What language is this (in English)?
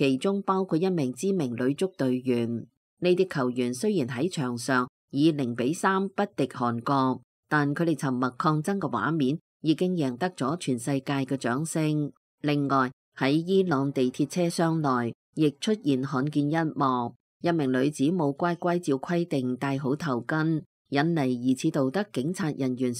Cantonese